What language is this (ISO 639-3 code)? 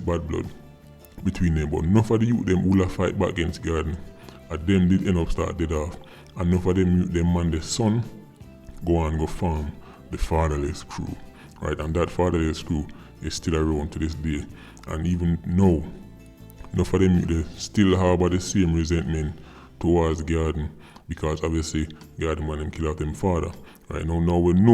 jam